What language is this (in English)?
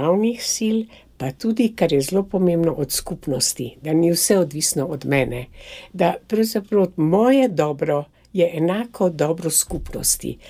Slovenian